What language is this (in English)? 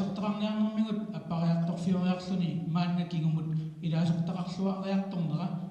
Kalaallisut